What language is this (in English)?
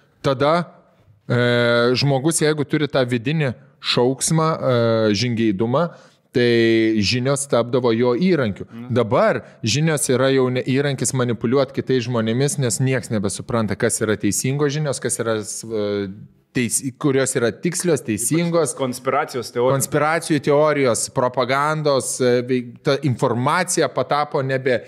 Lithuanian